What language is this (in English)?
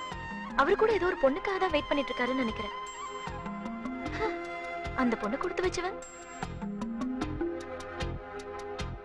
Tamil